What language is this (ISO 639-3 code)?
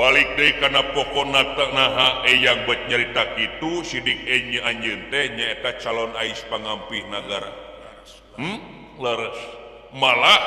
sun